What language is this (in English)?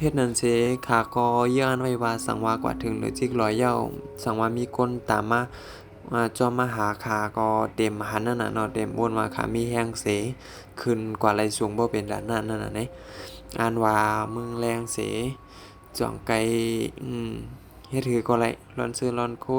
Shan